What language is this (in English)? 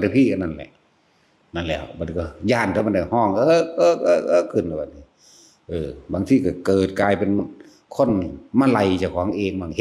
Northeastern Thai